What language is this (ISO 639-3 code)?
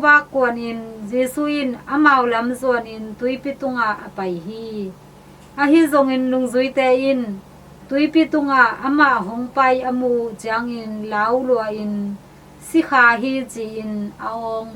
ctd